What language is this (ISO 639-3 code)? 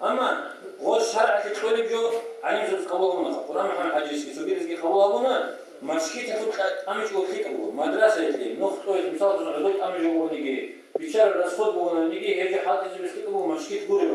ava